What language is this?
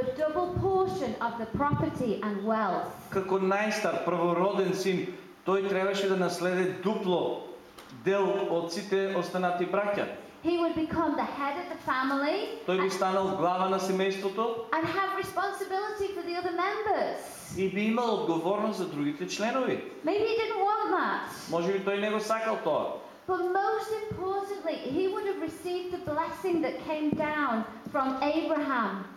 Macedonian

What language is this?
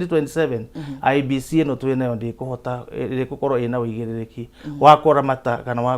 Kikuyu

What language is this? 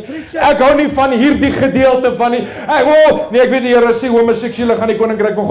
Afrikaans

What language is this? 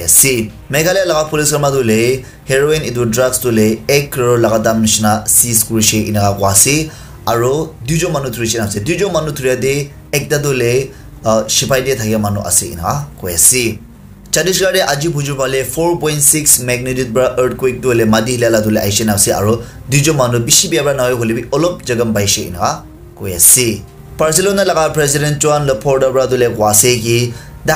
Naga Pidgin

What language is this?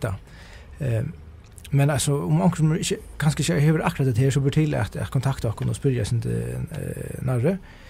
Faroese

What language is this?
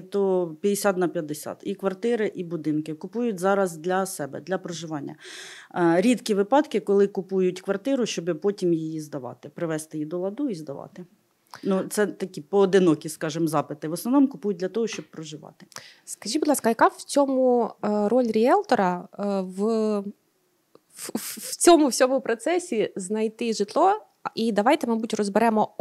Ukrainian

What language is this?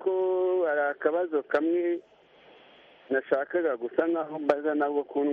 Kinyarwanda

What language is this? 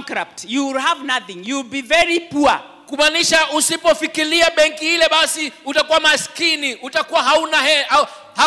Swahili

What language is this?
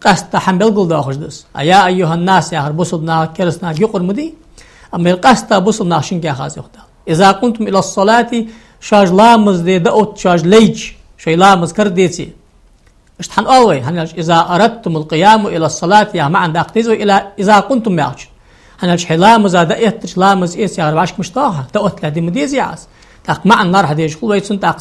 Ingush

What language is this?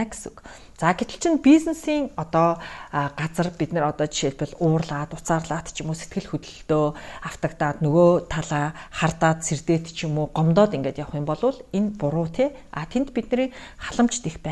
Mongolian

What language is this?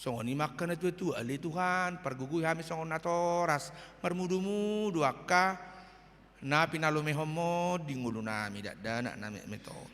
Batak Toba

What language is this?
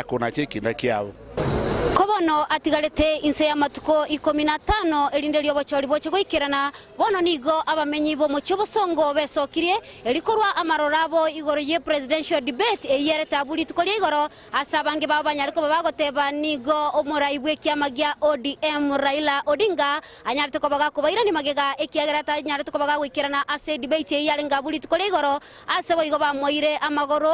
Gusii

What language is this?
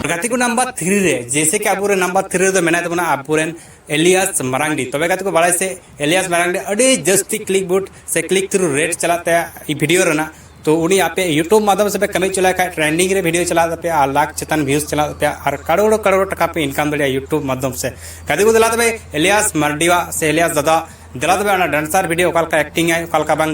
Santali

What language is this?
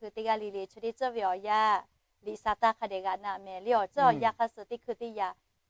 Lahu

